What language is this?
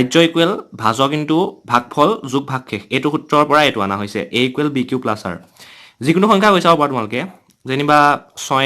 Assamese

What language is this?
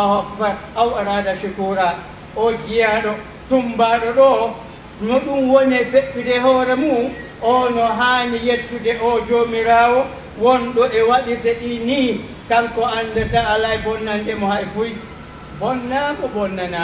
Pular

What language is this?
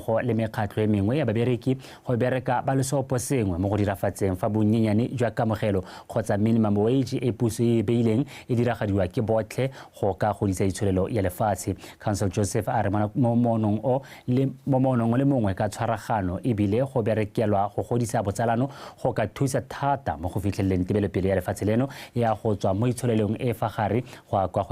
Tswana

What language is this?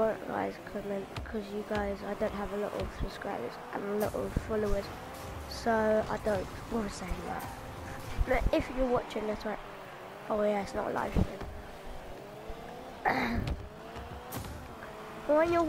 English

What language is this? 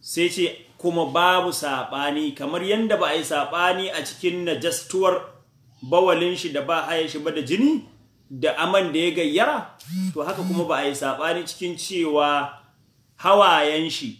Hausa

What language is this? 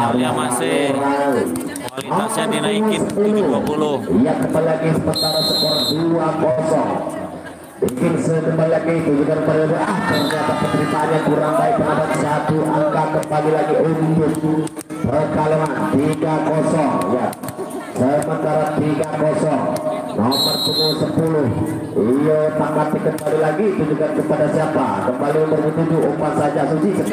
Indonesian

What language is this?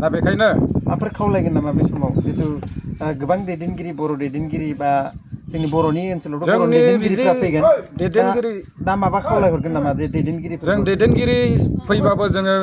Bodo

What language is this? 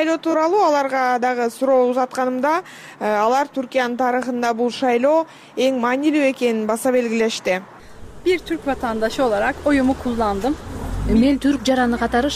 Kyrgyz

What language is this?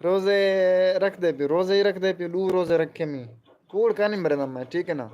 Saraiki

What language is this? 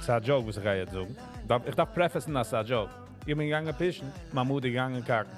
Yiddish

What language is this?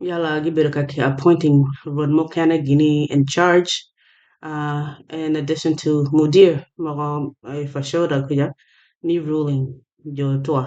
Acoli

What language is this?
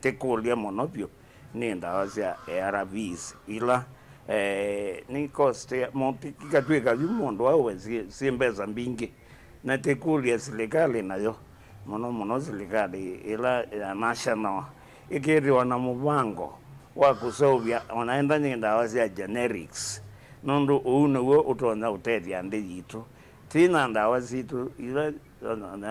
Kamba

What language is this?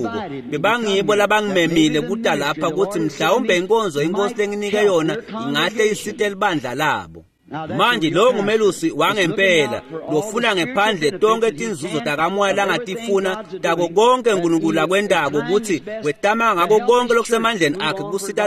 Swati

